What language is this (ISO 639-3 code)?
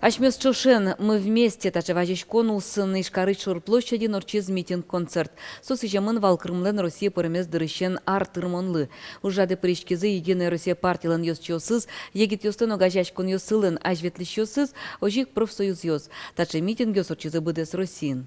udm